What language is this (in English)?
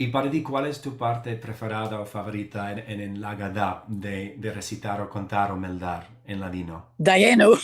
Ladino